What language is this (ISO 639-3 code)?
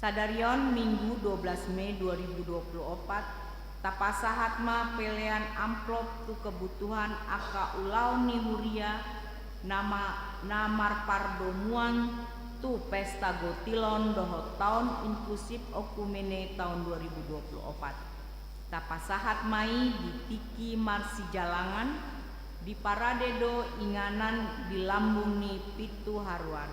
bbc